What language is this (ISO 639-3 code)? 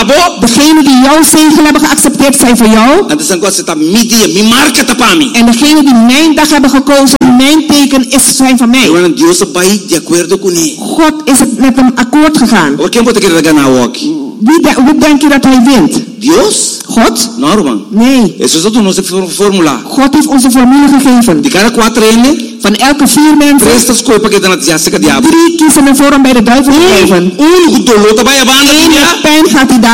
nld